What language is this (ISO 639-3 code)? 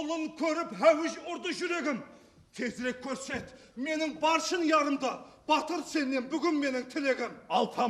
kaa